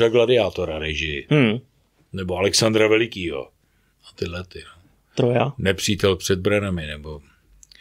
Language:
Czech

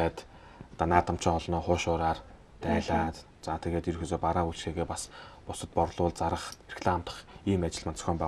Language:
Mongolian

